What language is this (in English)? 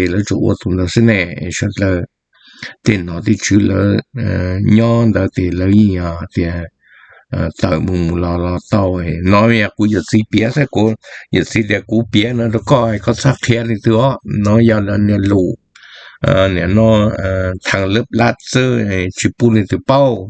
Hmong